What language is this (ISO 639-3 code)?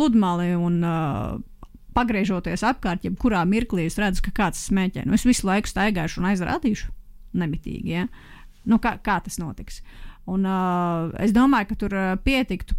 lav